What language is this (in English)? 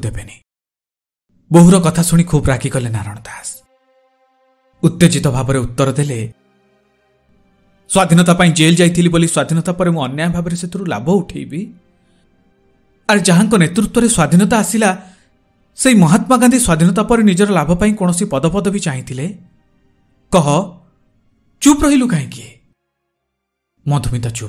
Odia